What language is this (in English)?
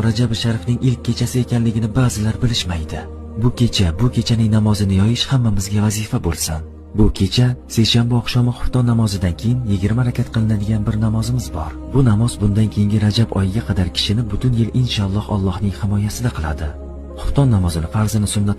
Uzbek